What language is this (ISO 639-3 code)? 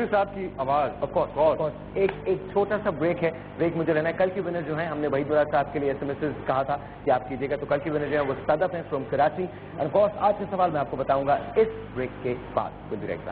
urd